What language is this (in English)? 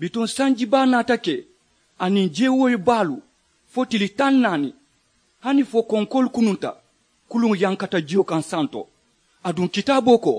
Mandingo